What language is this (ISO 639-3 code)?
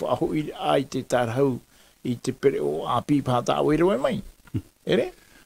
tah